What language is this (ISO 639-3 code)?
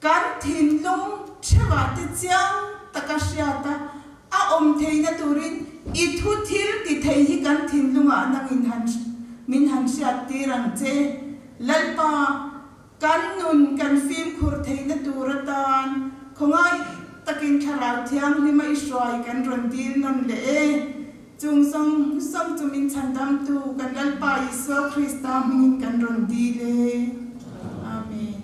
lus